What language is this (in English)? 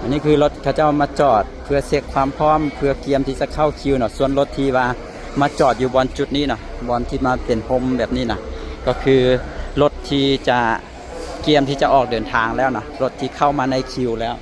Lao